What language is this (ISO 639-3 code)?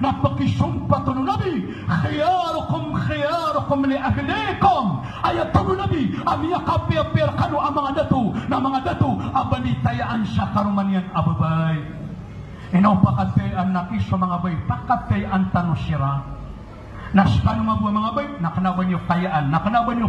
mrw